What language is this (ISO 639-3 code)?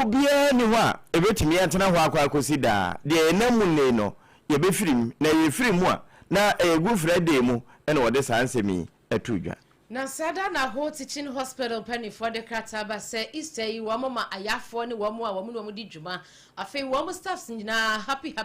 aka